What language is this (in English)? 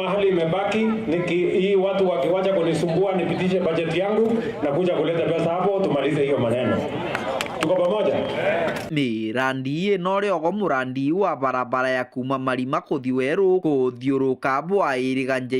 Meru